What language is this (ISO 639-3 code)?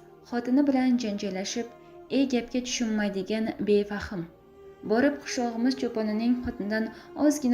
uzb